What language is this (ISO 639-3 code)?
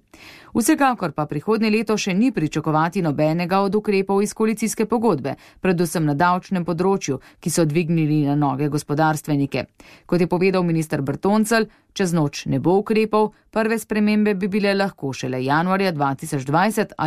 slv